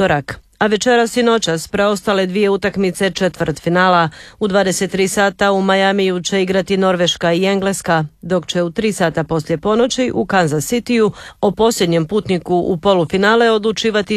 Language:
Croatian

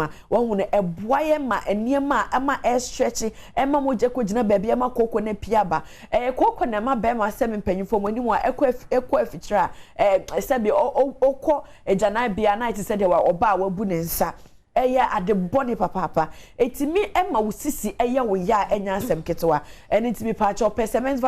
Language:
Akan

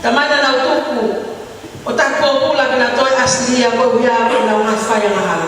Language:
Tongan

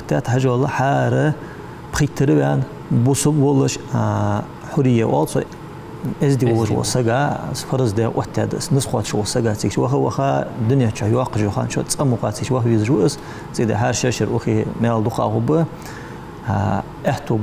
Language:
Ingush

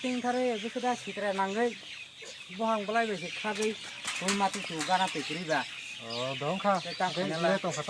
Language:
Kok Borok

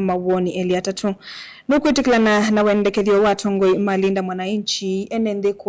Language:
Kamba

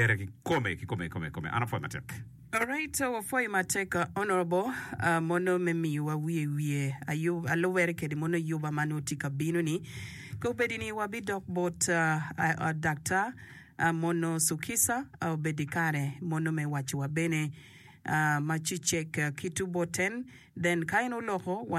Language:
Acoli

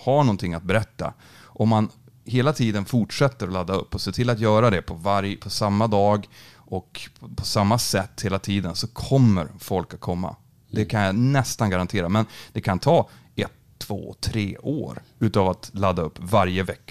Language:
Swedish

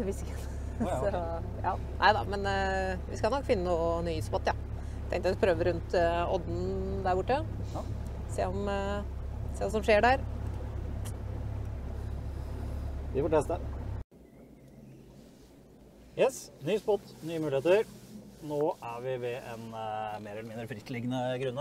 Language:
Norwegian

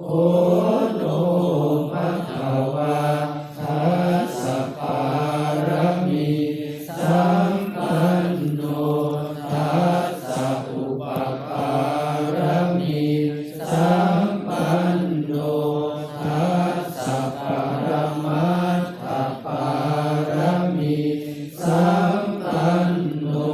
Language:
Pali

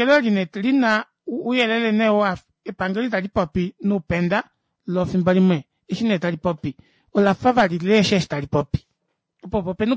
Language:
Kuanyama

